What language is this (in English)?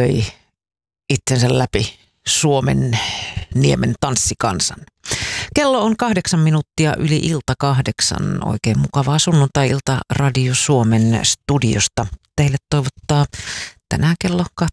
Finnish